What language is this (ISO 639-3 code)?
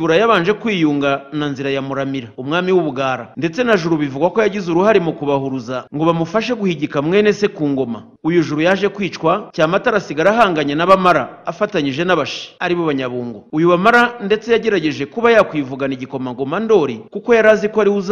kin